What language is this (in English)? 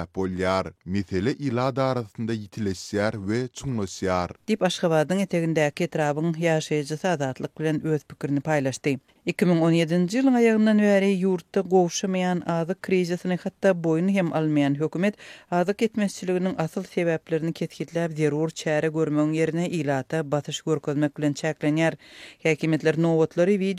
Turkmen